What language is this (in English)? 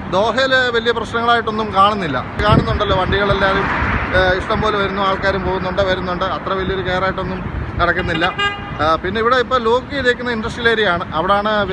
Malayalam